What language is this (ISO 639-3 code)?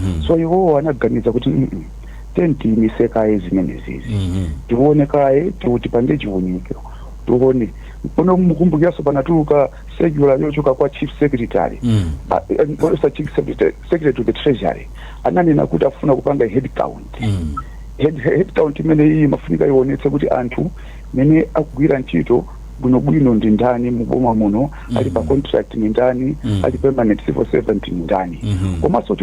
nya